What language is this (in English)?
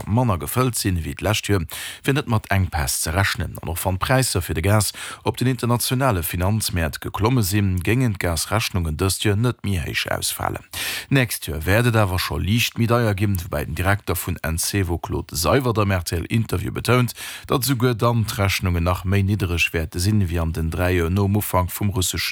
Luxembourgish